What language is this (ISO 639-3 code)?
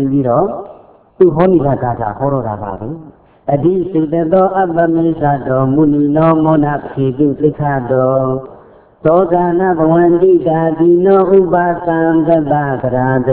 mya